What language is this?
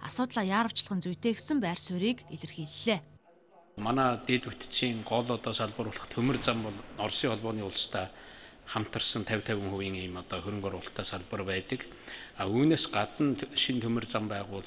Mongolian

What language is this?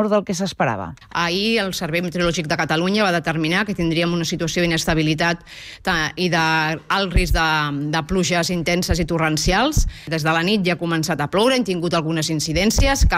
Catalan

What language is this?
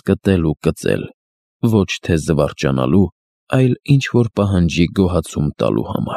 Armenian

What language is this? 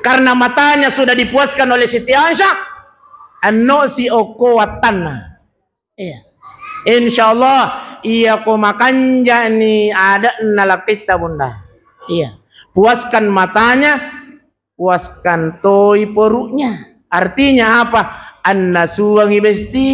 Buginese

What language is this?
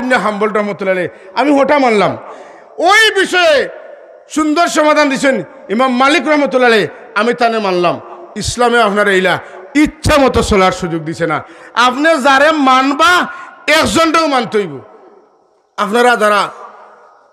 Sylheti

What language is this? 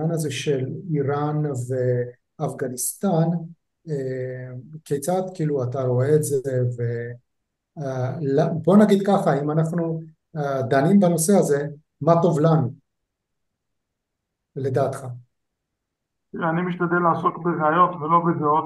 Hebrew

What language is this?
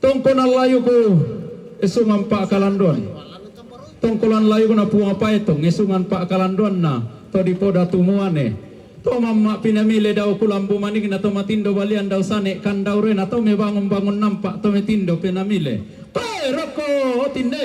Toraja-Sa'dan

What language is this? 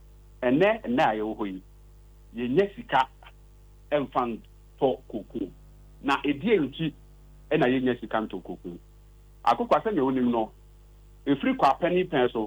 Akan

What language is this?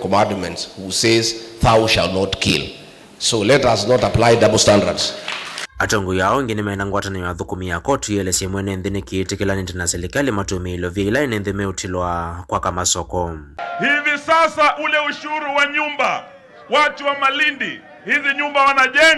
Kamba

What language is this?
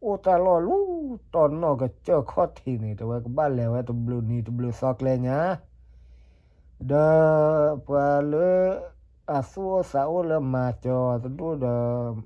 S'gaw Karen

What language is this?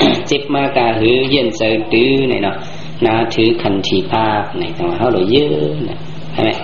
Shan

